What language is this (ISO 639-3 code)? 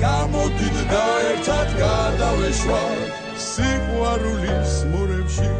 kat